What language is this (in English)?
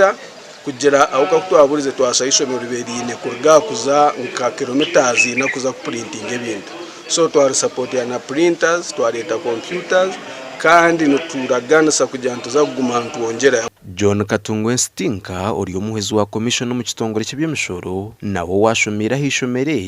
Nyankole